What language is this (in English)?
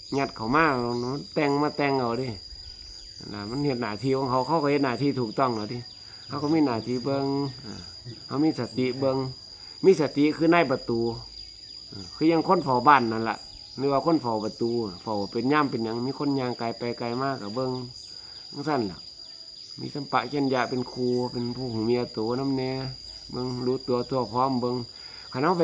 Northeastern Thai